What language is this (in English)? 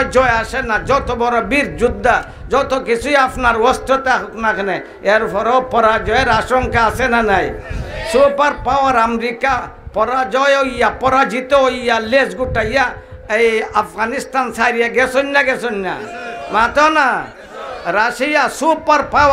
Sylheti